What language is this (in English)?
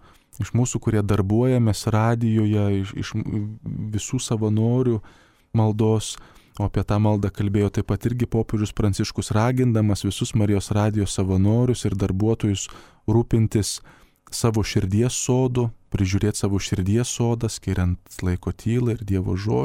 Lithuanian